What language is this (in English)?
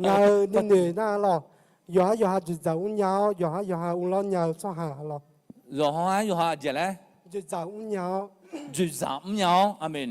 Akha